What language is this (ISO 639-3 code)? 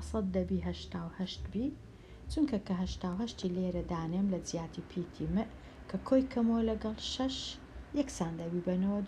ckb